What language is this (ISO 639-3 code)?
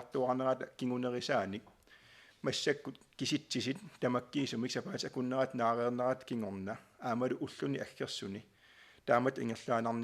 kal